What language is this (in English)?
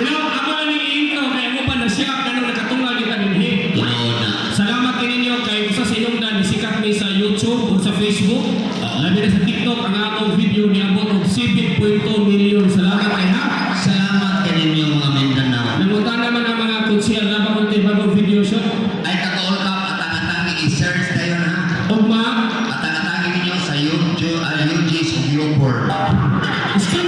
Cebuano